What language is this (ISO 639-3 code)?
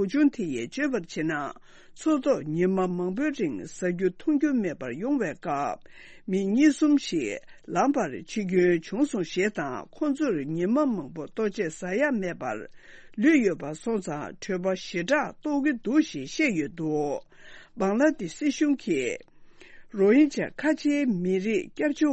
bod